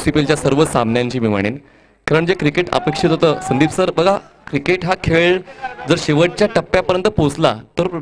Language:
Marathi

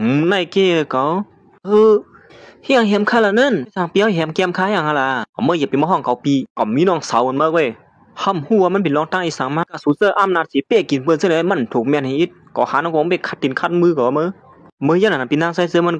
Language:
Shan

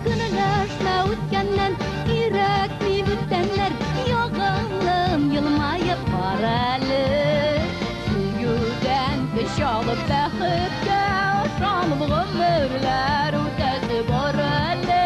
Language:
Tatar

